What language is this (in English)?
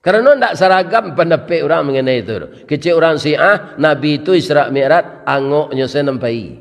Minangkabau